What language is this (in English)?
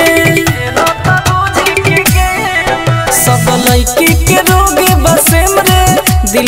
Bhojpuri